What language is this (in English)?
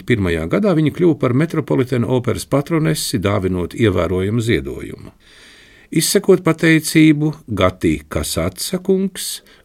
Latvian